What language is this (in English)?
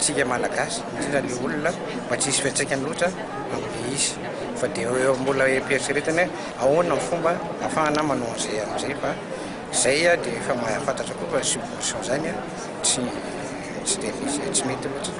Malagasy